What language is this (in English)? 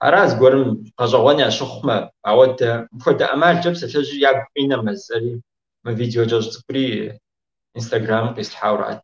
Kabardian